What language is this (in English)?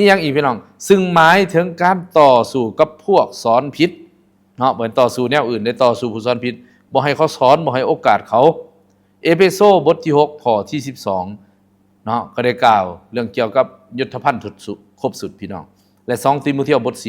Lao